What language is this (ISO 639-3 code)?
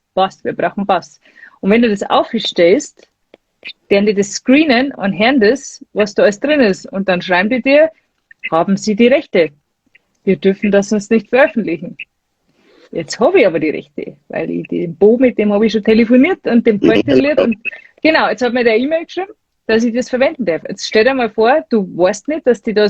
bar